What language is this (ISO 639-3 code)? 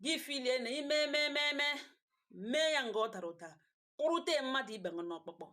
ibo